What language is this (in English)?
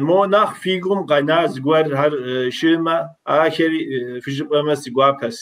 Kabardian